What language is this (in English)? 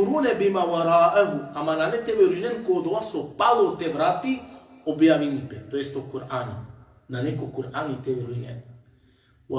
Balkan Romani